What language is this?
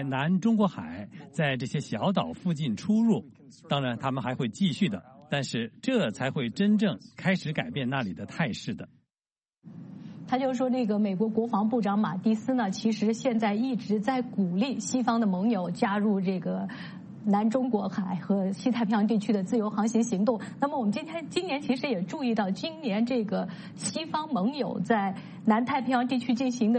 Chinese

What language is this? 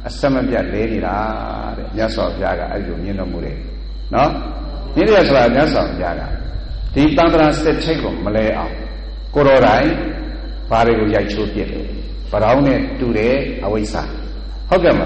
Burmese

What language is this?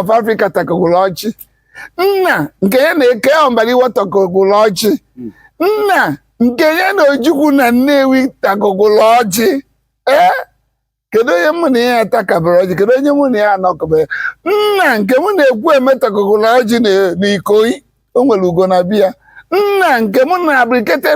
Igbo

